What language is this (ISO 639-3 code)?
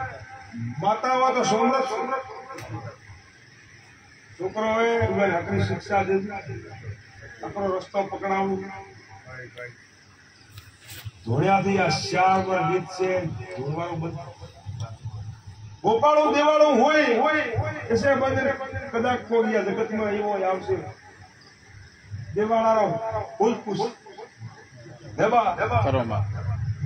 guj